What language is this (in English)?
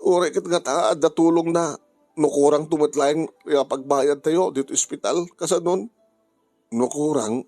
Iloko